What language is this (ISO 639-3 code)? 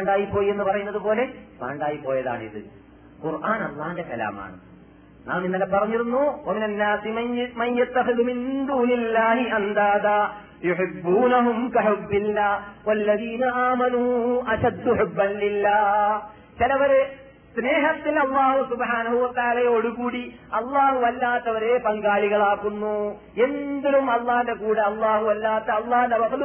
mal